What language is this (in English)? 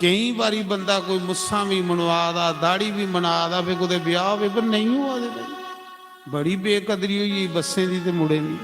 Dogri